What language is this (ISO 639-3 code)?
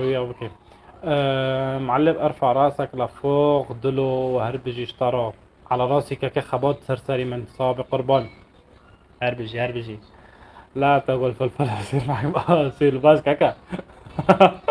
apc